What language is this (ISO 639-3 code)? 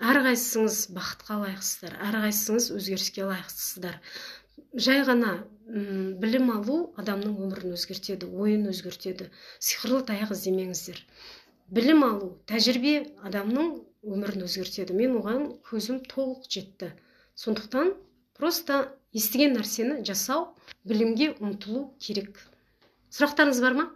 kaz